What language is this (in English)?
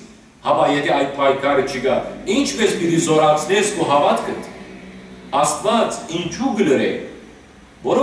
Western Armenian